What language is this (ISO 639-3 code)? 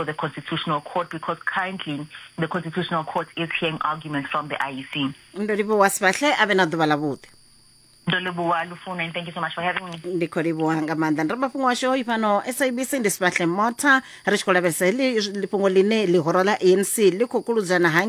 ven